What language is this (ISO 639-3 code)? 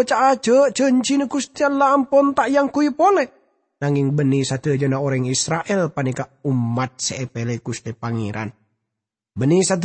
mad